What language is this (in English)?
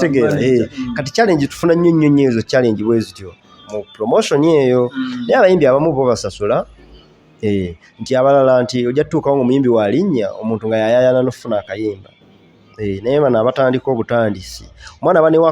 Ganda